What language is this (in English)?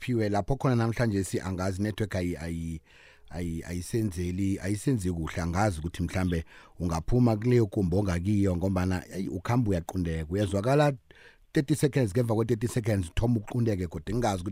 South Ndebele